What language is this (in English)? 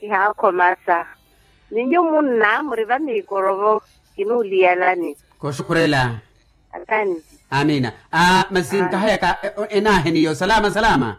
Makhuwa